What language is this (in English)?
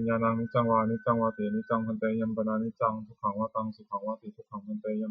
Pali